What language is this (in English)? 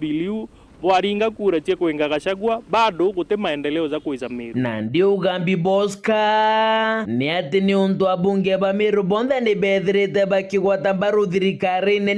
Meru